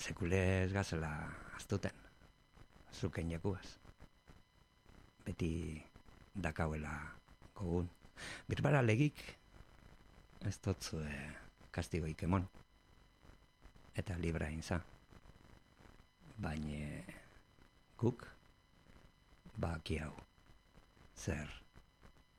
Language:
Basque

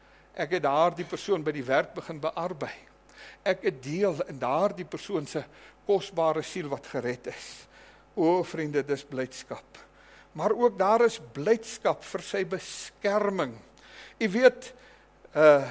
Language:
Afrikaans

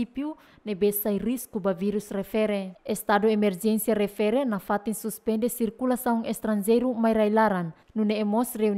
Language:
Tetum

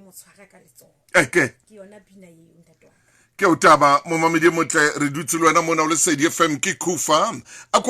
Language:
Southern Sotho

